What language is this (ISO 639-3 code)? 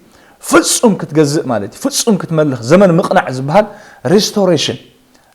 tir